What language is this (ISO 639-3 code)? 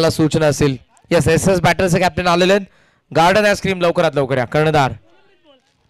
mar